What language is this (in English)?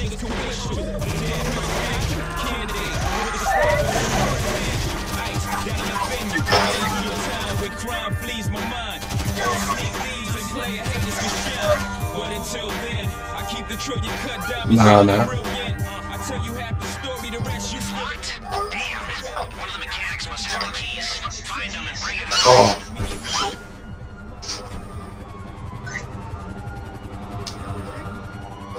English